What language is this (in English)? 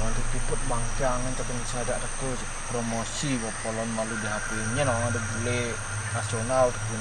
Balinese